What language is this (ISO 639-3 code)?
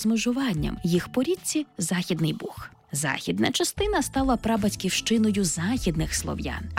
ukr